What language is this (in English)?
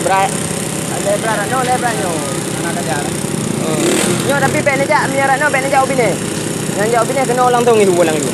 Achinese